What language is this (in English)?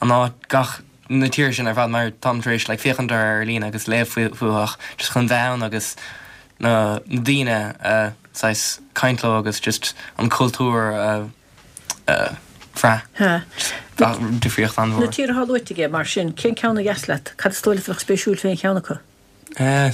Irish